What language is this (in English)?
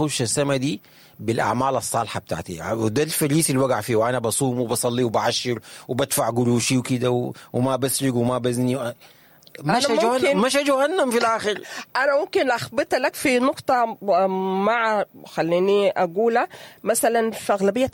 Sudanese Arabic